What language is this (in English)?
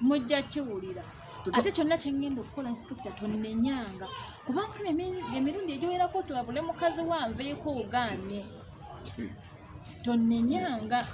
Ganda